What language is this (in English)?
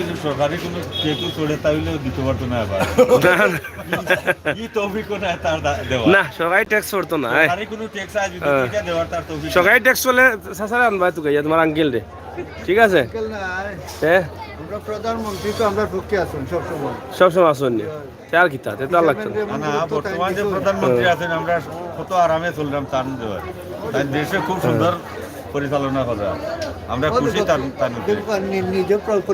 Sylheti